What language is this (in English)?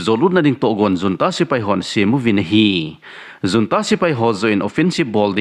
Thado Chin